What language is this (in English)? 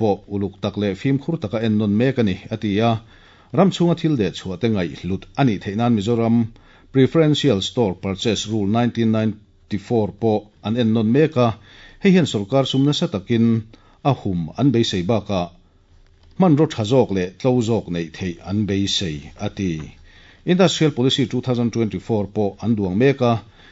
Mizo